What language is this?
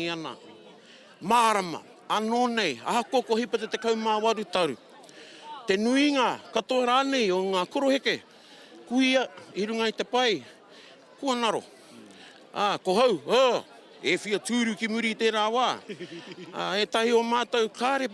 Māori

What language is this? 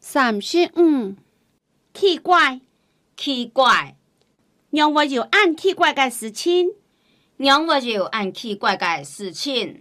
Hakka Chinese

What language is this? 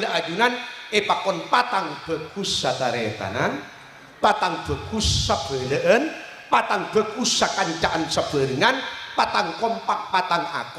Madurese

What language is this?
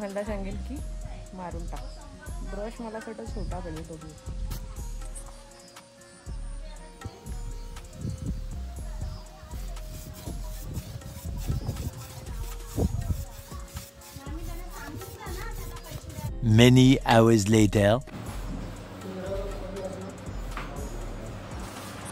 Marathi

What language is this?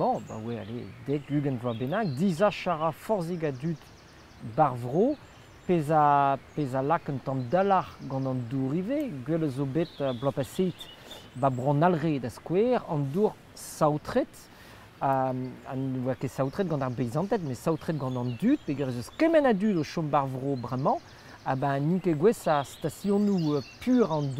Breton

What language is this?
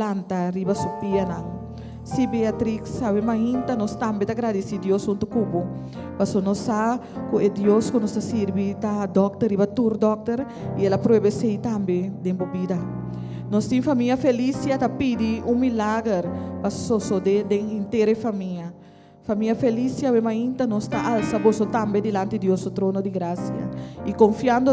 Papiamento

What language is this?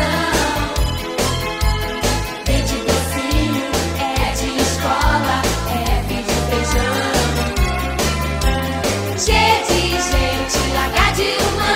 Portuguese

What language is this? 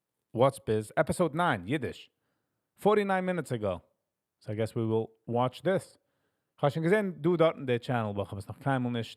Yiddish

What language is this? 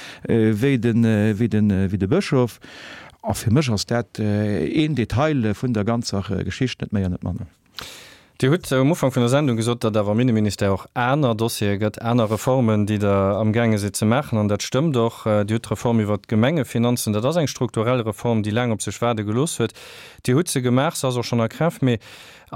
Luxembourgish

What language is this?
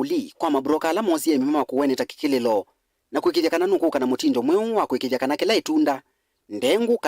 Kamba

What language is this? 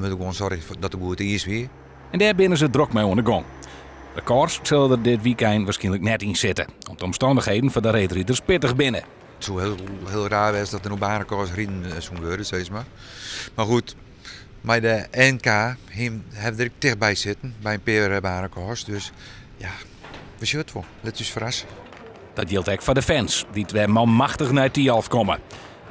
Western Frisian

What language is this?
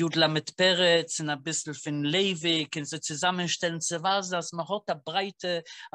Yiddish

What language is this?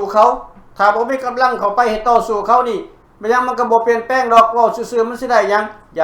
Lao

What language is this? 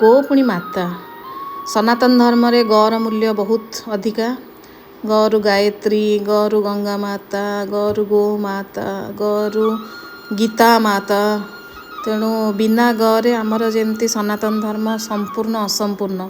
Odia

